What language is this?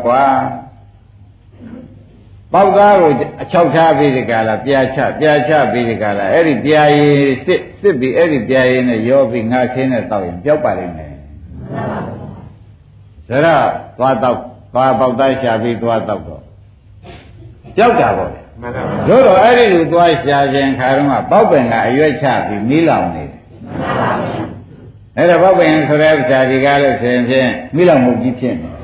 Burmese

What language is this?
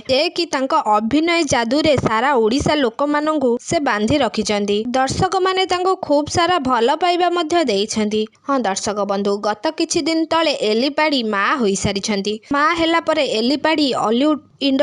Odia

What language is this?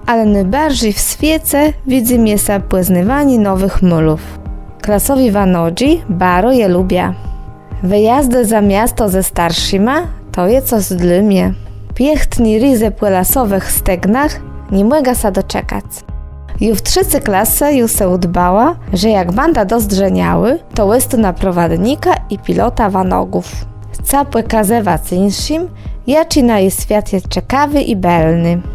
Kashubian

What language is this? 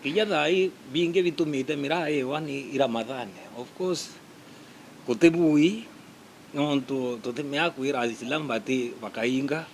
Meru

